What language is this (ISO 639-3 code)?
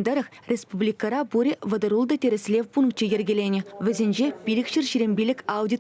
chv